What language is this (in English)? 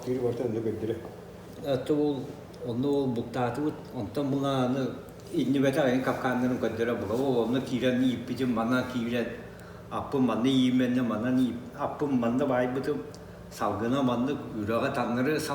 Yakut